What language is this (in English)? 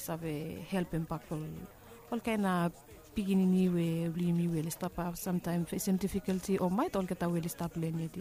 Bislama